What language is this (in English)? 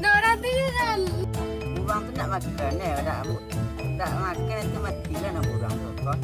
Minangkabau